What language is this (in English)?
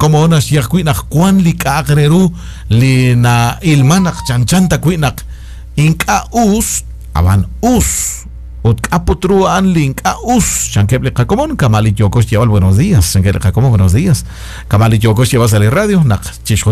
Kekchí